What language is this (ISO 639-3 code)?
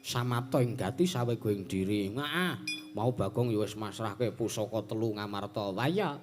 jav